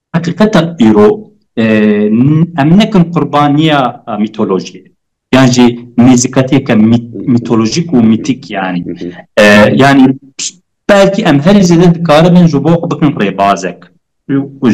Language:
Kurdish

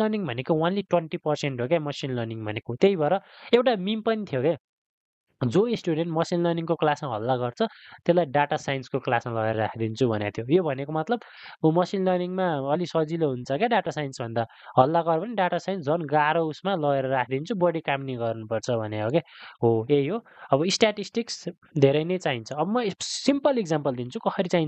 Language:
Nepali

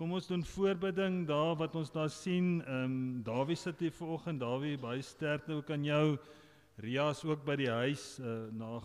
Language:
Afrikaans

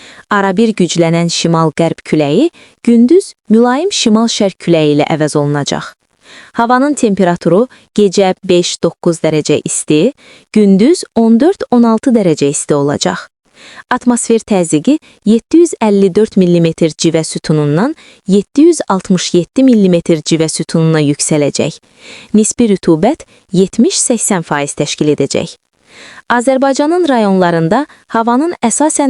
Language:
Azerbaijani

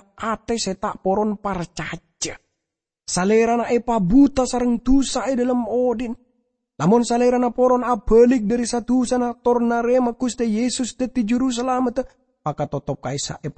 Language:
Madurese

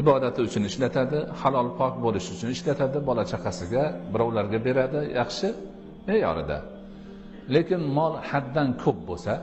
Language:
Uzbek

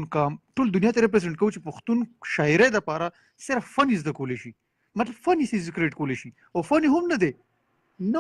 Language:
Pashto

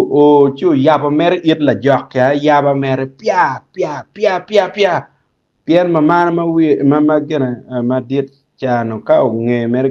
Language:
Acoli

